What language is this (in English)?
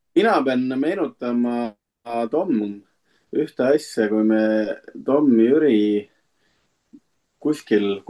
Estonian